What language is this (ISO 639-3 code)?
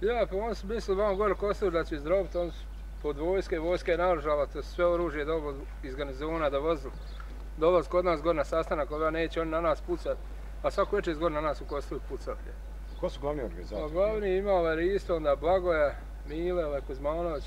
bos